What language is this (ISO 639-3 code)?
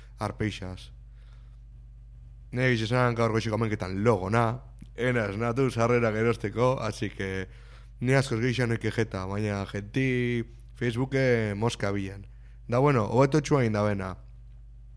eus